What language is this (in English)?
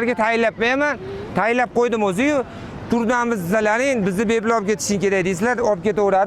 Uzbek